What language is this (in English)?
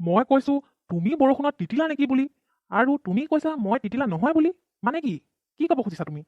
Assamese